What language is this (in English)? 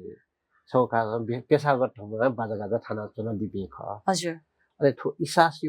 Newari